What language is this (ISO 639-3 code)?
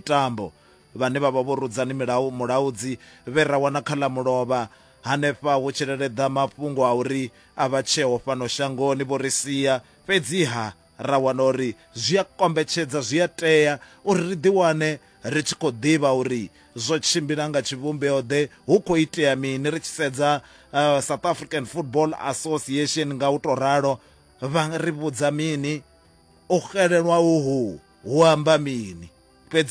ven